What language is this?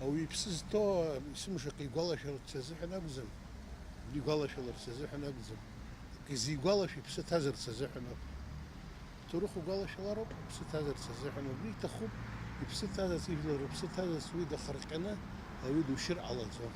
Abkhazian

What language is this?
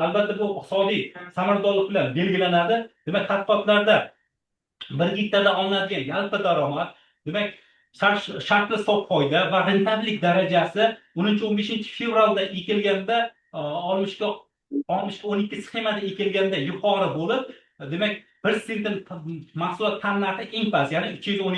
Uzbek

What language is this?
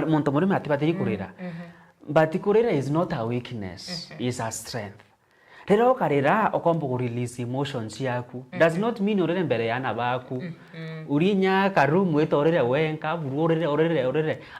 Meru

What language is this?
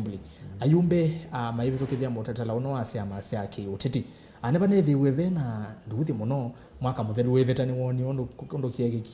Kamba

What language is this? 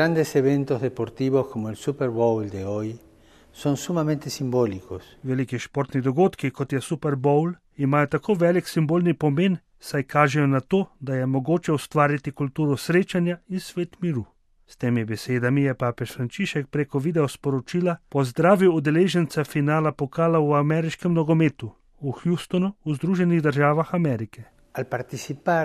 Slovenian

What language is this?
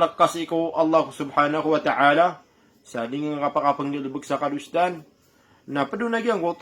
Maranao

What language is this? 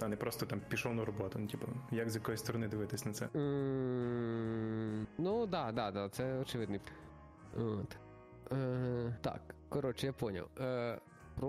Ukrainian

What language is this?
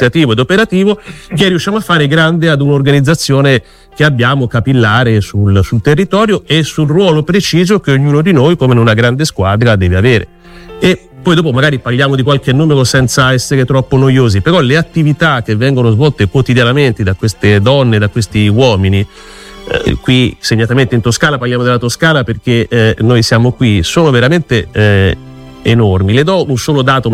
Italian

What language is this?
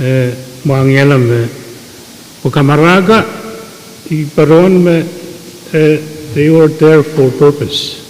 Pohnpeian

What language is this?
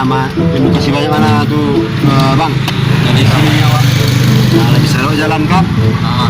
Minangkabau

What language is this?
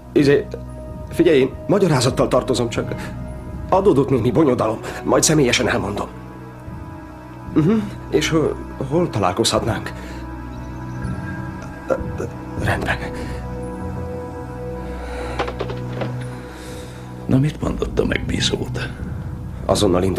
Hungarian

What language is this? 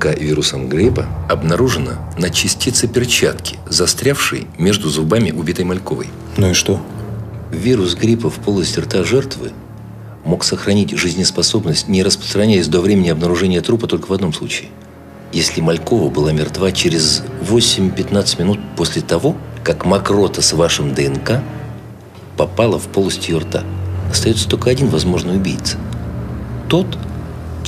Russian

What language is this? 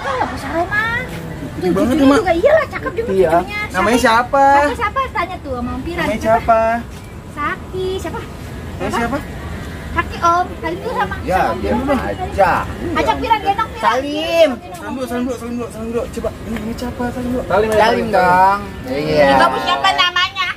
Betawi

